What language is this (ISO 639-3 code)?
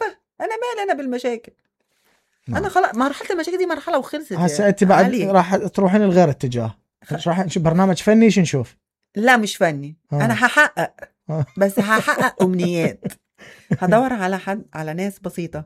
acm